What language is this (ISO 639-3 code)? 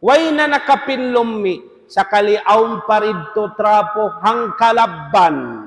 tsg